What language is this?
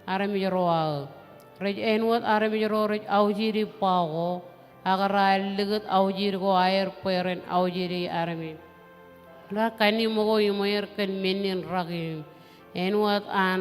Marshallese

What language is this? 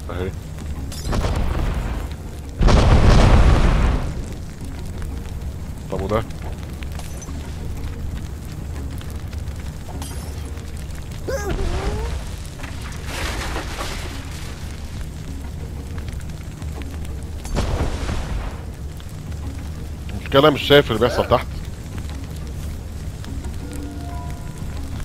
Egyptian Arabic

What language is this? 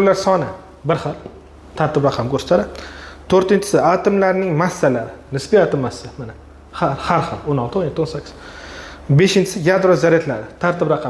Uzbek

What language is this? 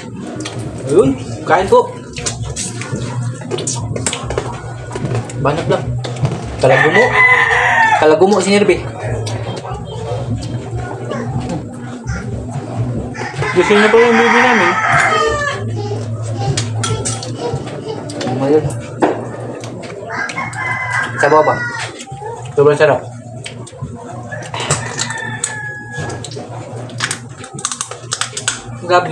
Filipino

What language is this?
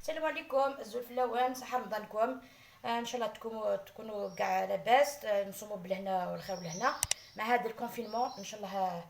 Algerian Arabic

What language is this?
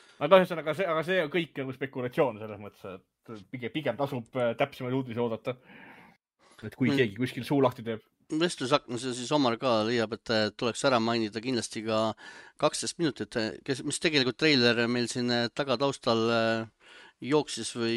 Estonian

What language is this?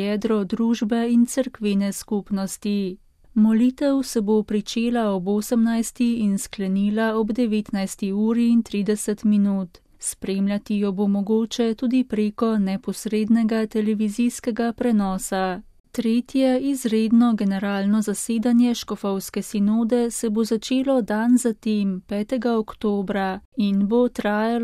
Slovenian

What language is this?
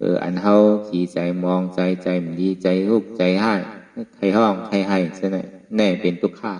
Shan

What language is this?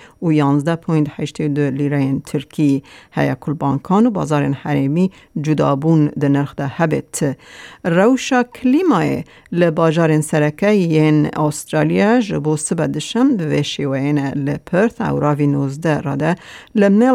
Kurdish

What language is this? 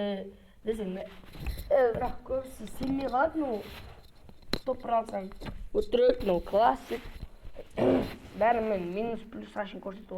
Kazakh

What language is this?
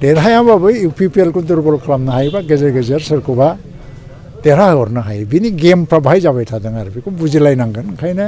Bodo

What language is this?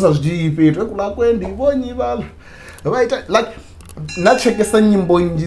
Venda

